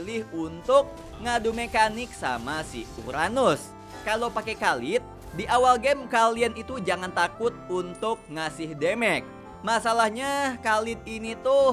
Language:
Indonesian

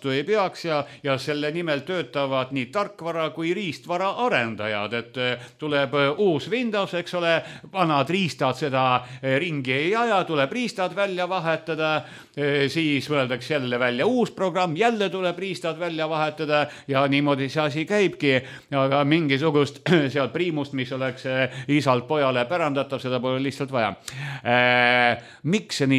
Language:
Estonian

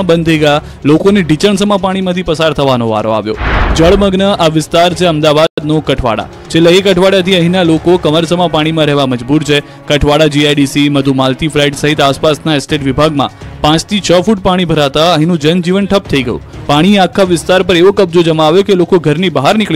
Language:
Gujarati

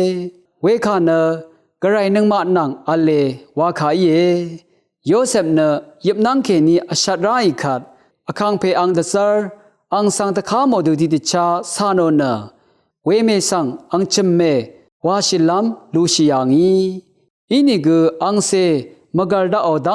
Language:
Rawang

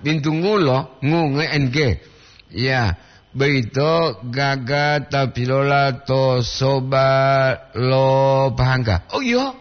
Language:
Gorontalo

